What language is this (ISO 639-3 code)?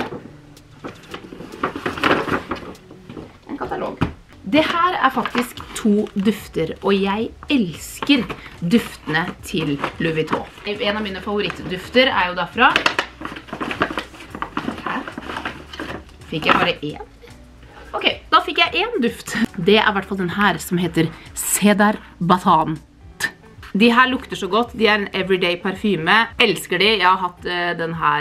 nor